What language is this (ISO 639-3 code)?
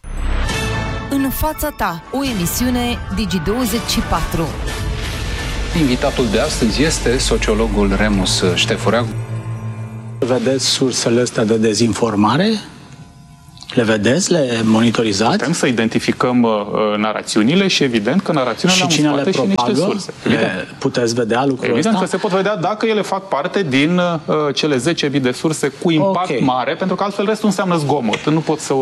ron